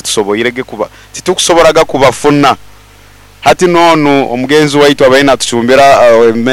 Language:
Nyoro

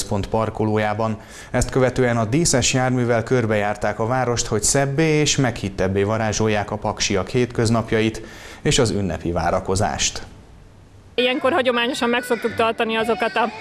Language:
Hungarian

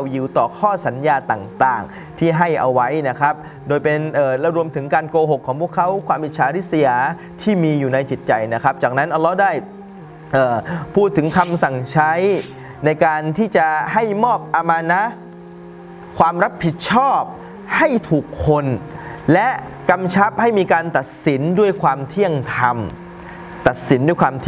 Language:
Thai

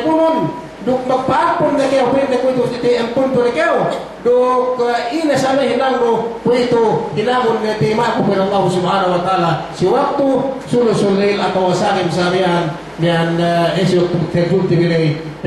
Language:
Yakan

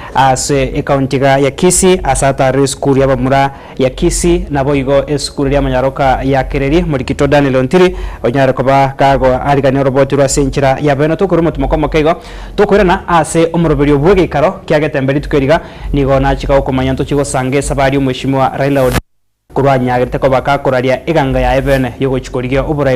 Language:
Gusii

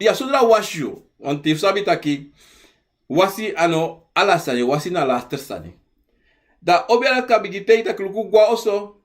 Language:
Sranan Tongo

